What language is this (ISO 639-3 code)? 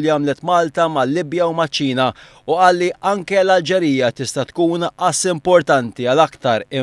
mlt